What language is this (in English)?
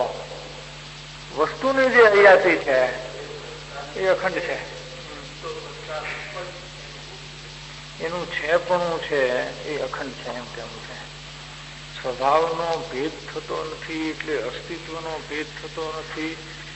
Gujarati